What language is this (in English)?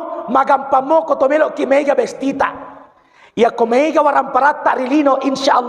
Buginese